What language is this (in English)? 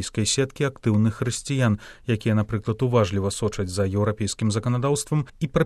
Belarusian